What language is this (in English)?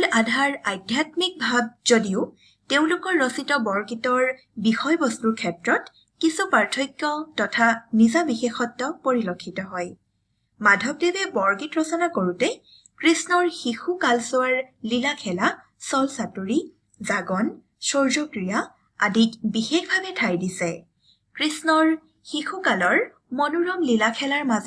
Assamese